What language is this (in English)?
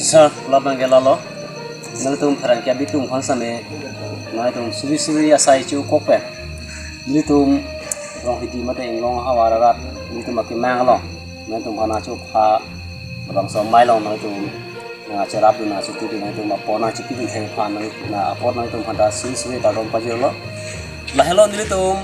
Karbi